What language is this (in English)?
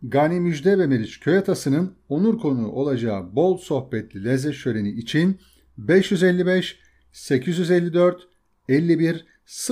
Turkish